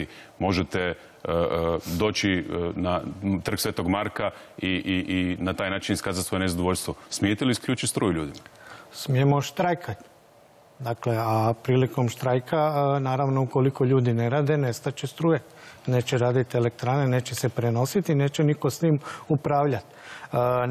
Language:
Croatian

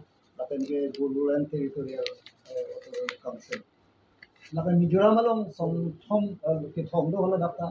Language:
Karbi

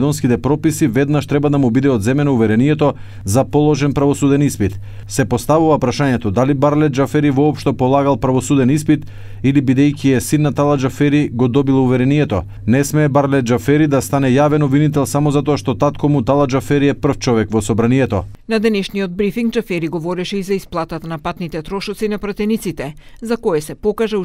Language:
Macedonian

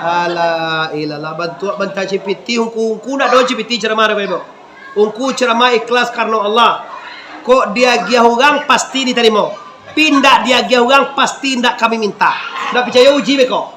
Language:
Minangkabau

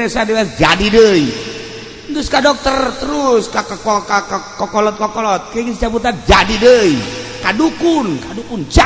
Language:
Sundanese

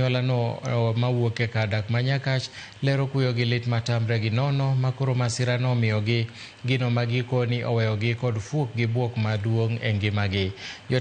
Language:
Luo (Kenya and Tanzania)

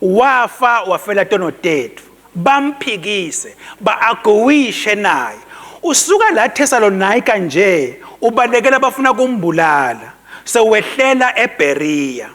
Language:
Swati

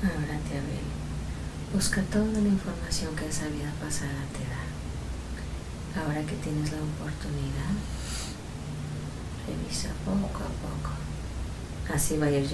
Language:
Spanish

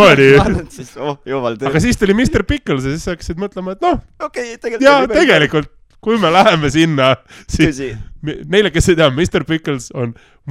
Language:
Estonian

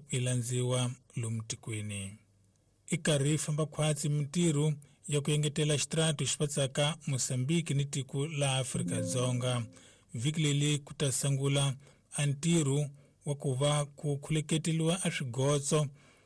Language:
Tsonga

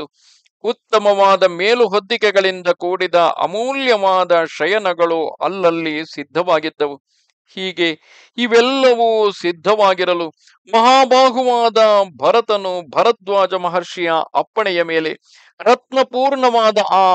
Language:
Kannada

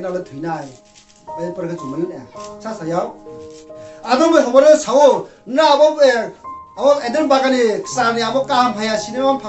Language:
Riang (India)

